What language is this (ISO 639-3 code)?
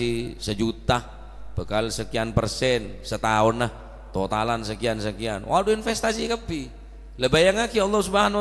mad